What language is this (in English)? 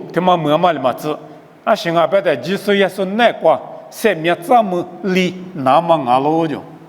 Lisu